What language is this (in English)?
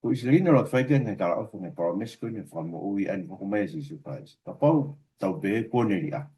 Tongan